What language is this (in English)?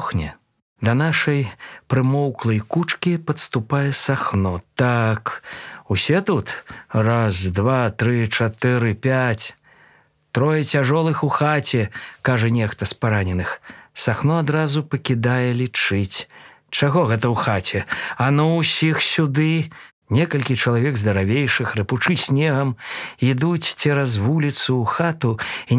Belarusian